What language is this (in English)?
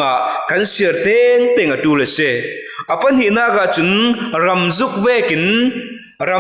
Falam Chin